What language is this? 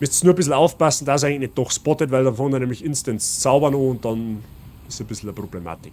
Bavarian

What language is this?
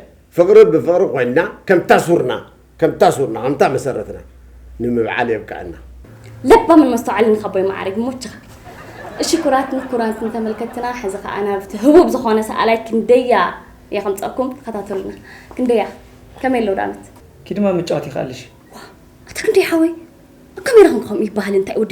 Tigrinya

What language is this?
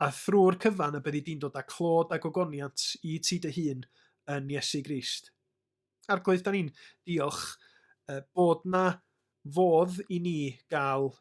Welsh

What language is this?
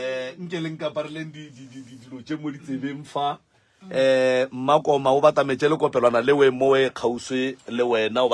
Northern Sotho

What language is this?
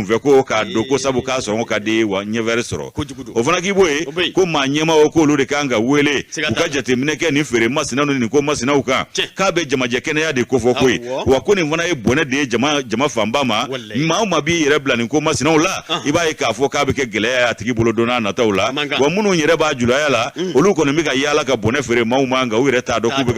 Bambara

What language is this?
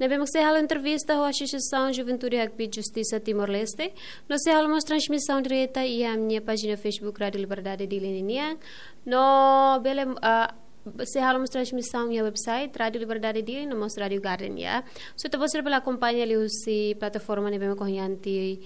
Tetum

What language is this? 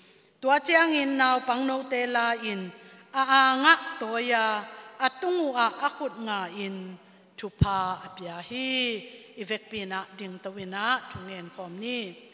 Tedim Chin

